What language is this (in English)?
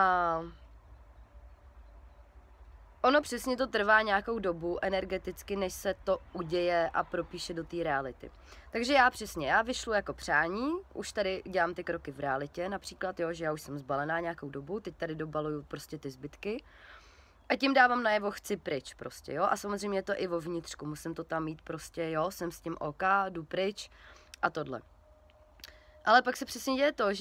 Czech